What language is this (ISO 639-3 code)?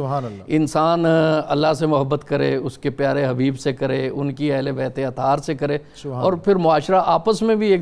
urd